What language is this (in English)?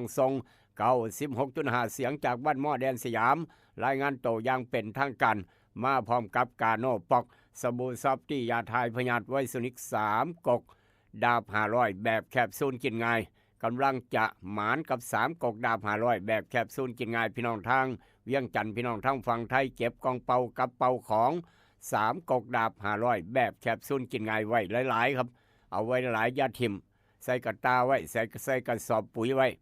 Northeastern Thai